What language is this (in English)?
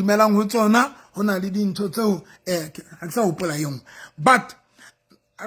Southern Sotho